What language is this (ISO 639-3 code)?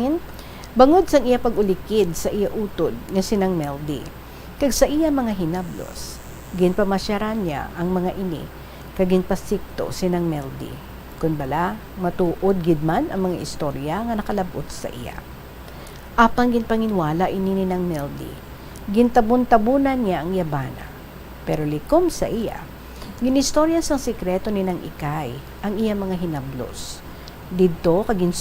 hil